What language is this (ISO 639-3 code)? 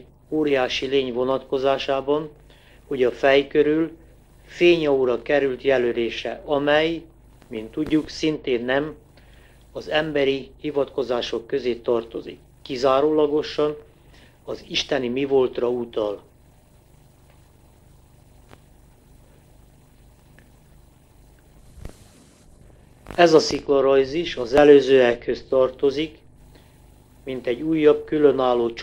hun